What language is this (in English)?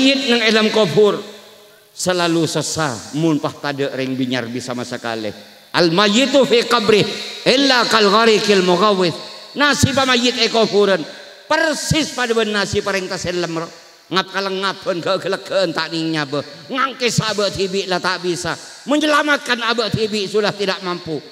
Madurese